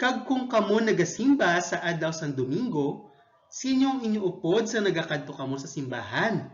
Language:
Hiligaynon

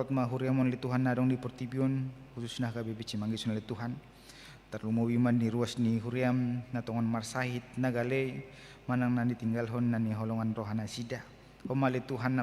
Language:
Batak Toba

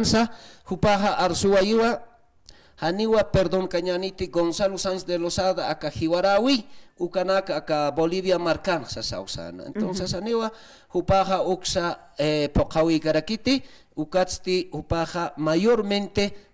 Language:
Aymara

